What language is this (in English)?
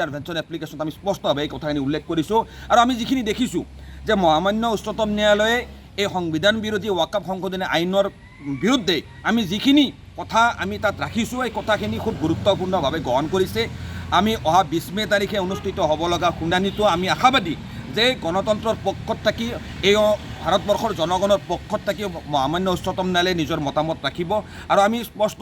Assamese